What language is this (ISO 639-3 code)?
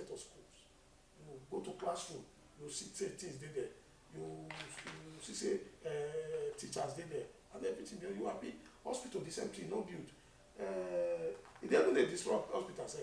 pcm